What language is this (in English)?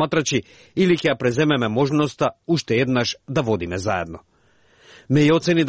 Macedonian